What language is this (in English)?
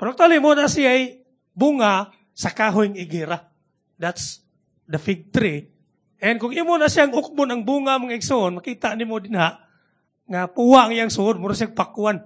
Cebuano